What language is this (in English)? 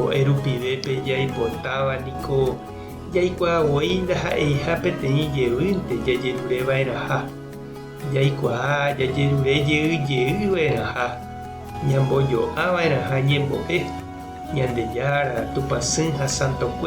Guarani